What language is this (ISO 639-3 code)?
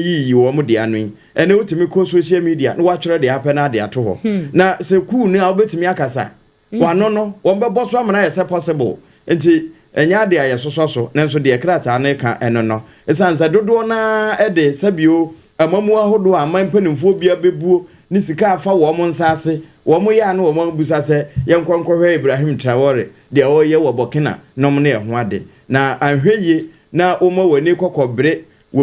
aka